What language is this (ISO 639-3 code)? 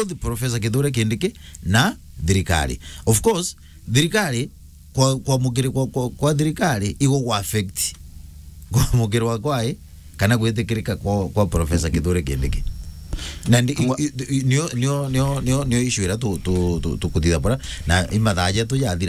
mer